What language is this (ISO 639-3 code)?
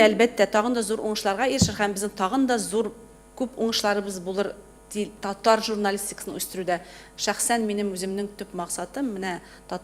tat